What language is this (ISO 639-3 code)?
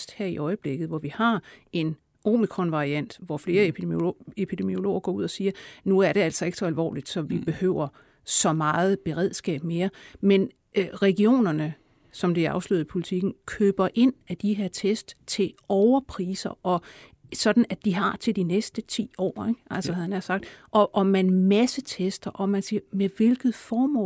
dan